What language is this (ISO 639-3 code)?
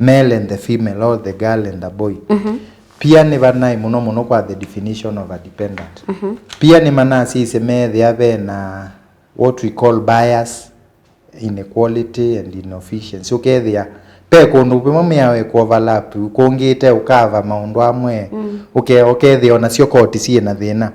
kam